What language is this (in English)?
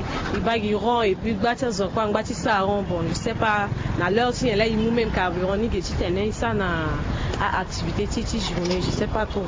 Sango